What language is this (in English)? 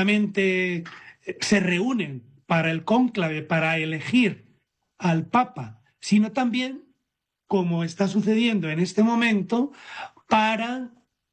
Spanish